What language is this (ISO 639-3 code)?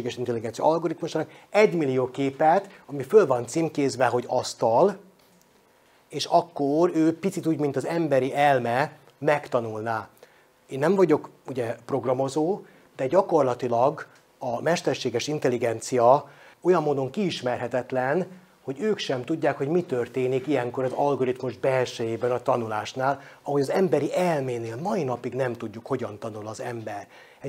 hun